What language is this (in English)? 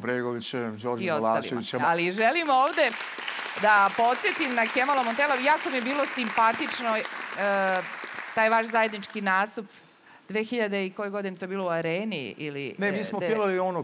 Serbian